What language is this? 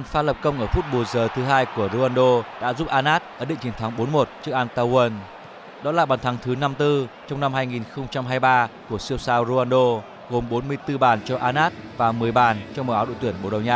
Vietnamese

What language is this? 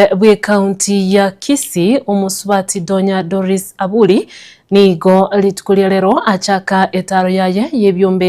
Gusii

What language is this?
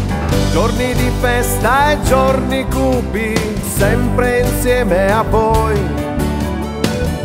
Italian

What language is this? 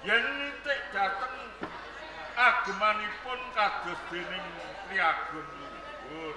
Javanese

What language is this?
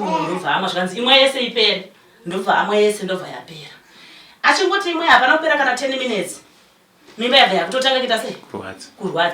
Shona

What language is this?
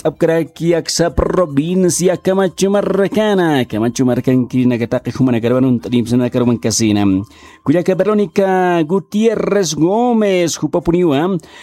Aymara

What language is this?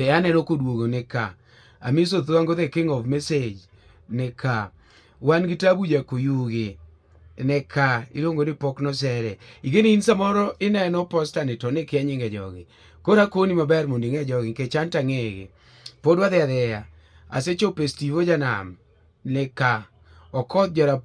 Luo (Kenya and Tanzania)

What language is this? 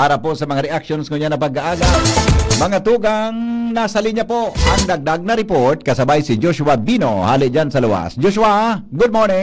Bikol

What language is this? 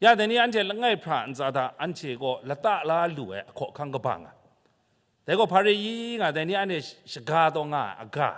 Kachin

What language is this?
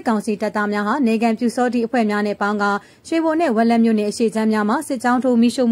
Burmese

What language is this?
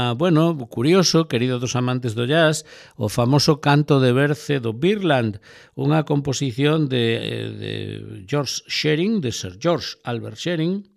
Galician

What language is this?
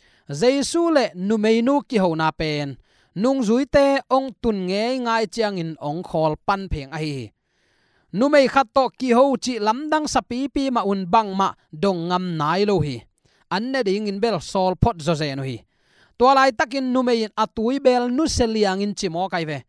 Tedim Chin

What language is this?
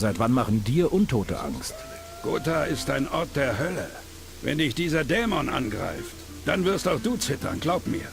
Bavarian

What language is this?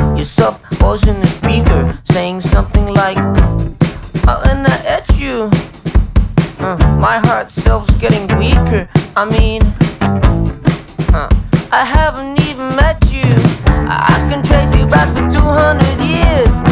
English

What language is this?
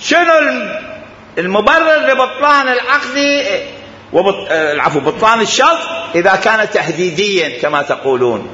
Mesopotamian Arabic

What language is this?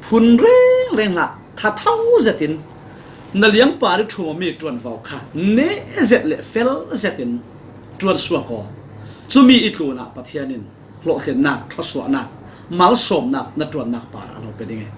Falam Chin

